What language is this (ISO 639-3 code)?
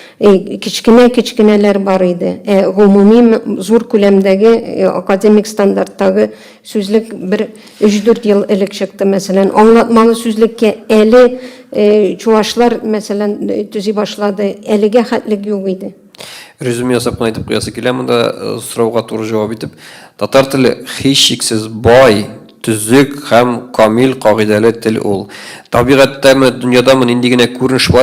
tat